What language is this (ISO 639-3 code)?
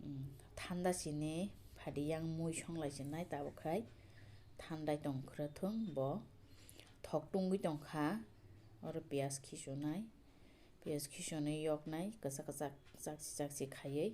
trp